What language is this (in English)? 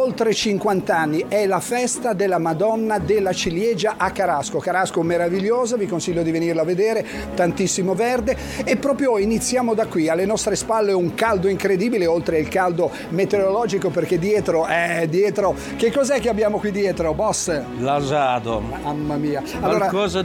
Italian